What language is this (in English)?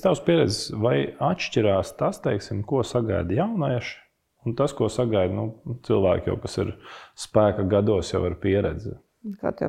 Latvian